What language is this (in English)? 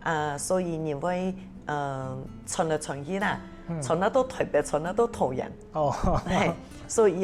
Hakka Chinese